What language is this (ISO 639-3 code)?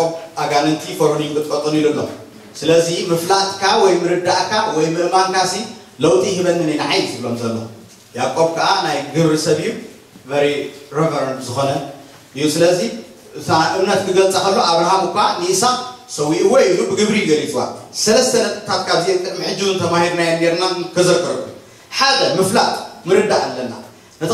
tir